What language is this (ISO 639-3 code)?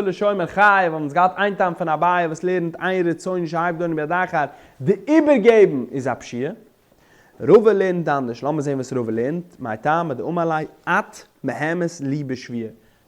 yid